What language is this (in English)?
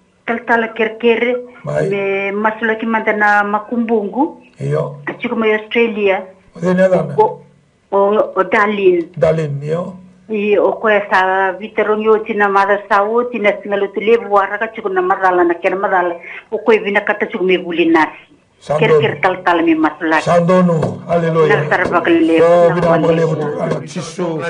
Fijian